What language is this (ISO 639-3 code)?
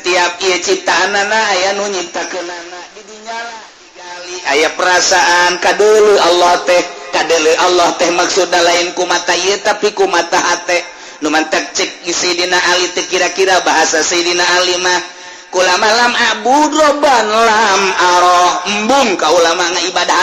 sun